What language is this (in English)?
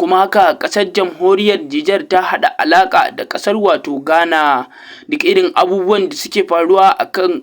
Hausa